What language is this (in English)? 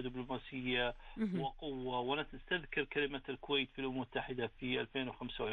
Arabic